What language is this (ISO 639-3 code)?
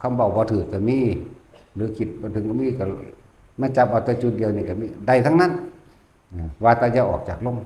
lao